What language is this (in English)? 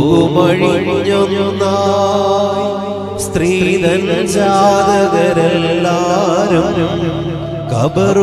Malayalam